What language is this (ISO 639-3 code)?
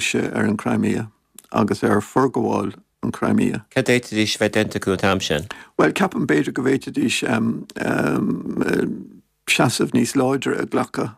gle